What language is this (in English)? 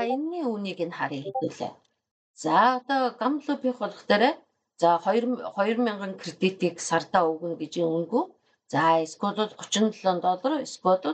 Mongolian